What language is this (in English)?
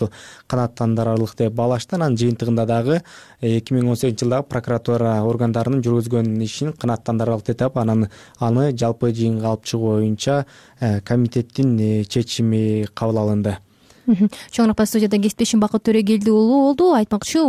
Kyrgyz